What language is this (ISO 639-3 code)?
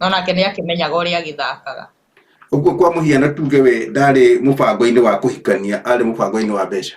kik